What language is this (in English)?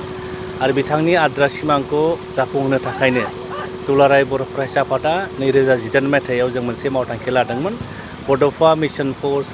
Bodo